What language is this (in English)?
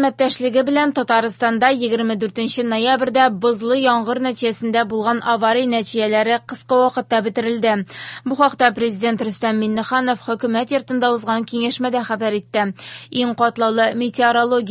Tatar